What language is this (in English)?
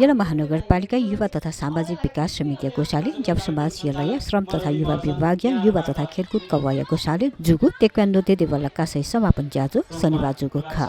Newari